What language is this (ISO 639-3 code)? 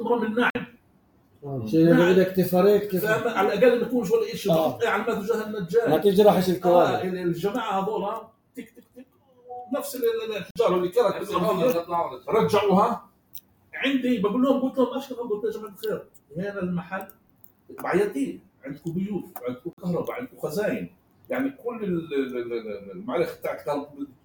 apc